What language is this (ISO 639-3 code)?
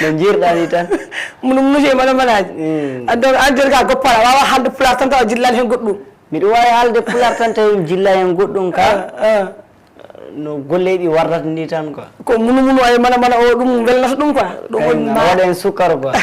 ful